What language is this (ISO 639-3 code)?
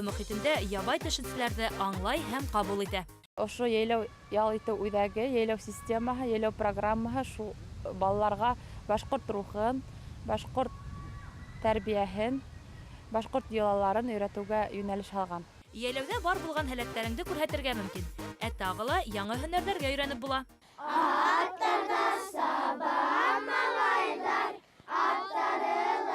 bak